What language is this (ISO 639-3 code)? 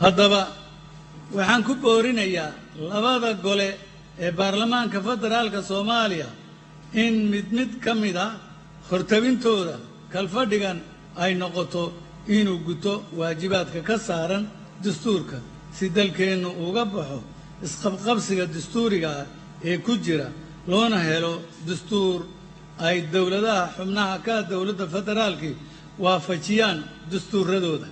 som